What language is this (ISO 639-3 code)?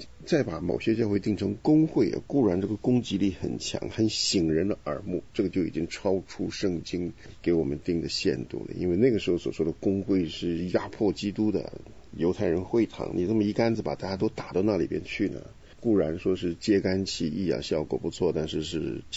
zho